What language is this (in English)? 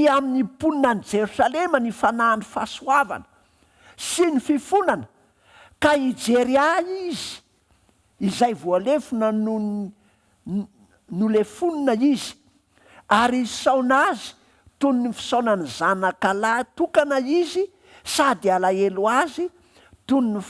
Malagasy